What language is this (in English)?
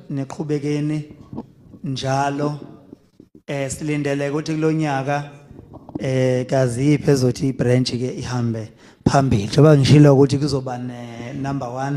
Zulu